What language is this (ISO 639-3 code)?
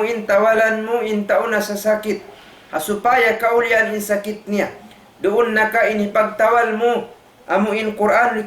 tsg